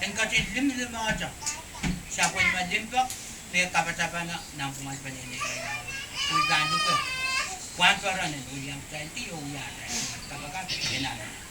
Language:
Pohnpeian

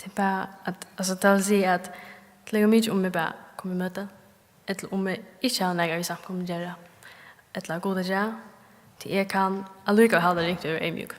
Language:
Faroese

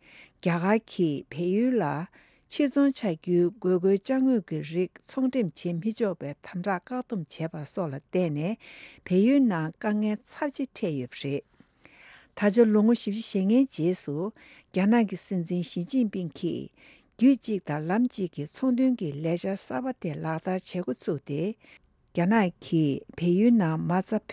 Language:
Tibetan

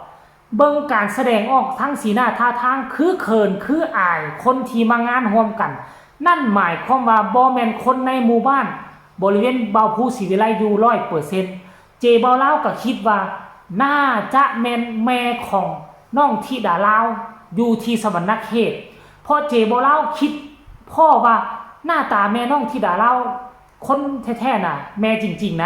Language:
Northeastern Thai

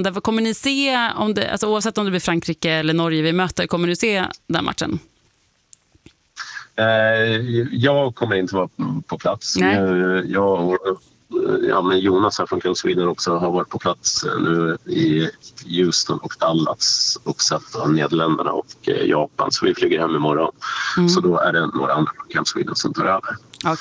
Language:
Swedish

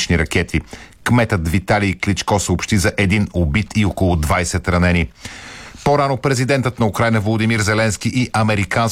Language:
Bulgarian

